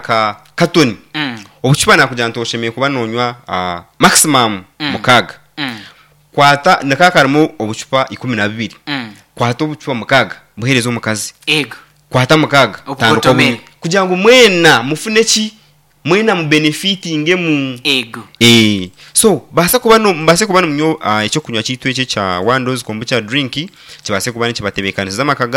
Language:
Nyankole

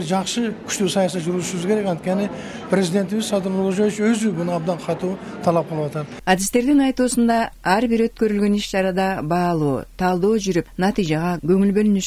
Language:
Kyrgyz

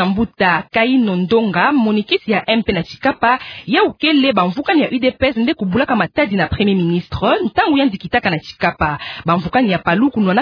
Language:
Kituba (Democratic Republic of Congo)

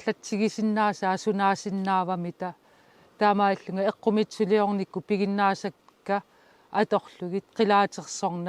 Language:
Kalaallisut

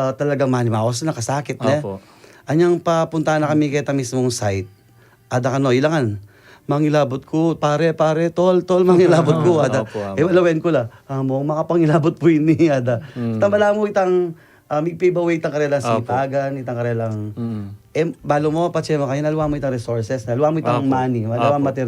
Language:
Pampanga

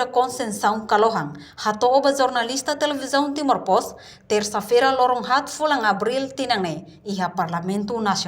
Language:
Tetum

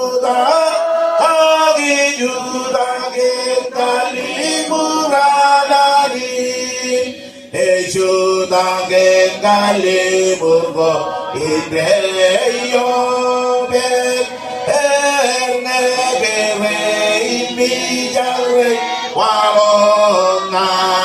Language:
Marshallese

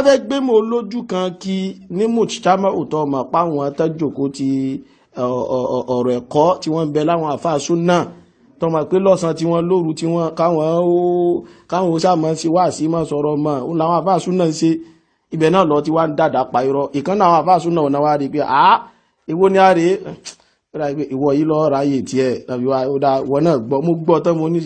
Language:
Yoruba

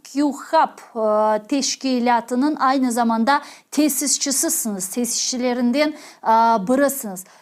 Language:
Crimean Tatar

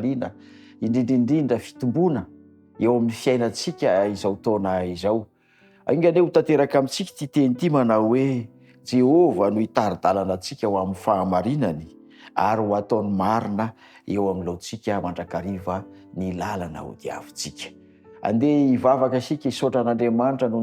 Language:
Malagasy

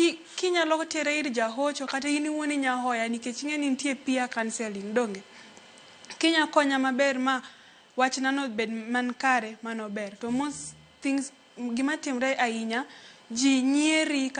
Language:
Luo (Kenya and Tanzania)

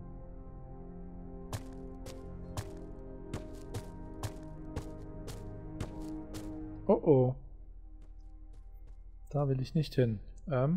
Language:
German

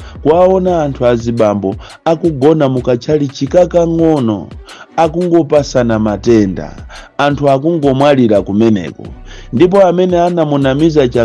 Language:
Nyanja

